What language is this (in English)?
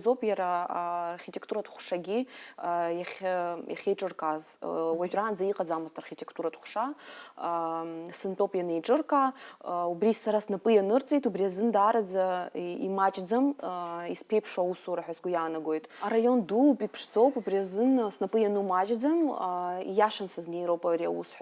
Abkhazian